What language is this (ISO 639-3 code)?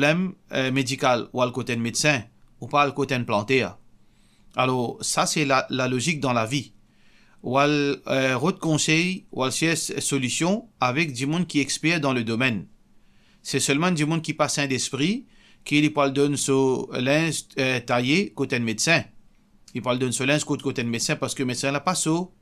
mfe